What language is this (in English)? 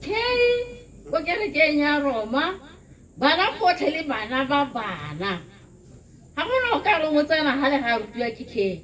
Tswana